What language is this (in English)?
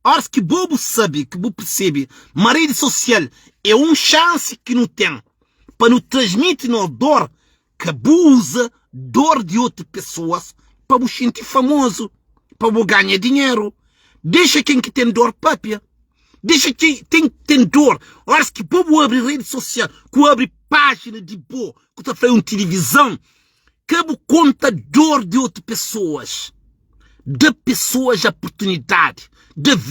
Kabuverdianu